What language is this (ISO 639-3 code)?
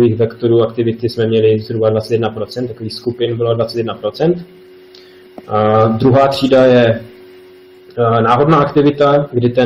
ces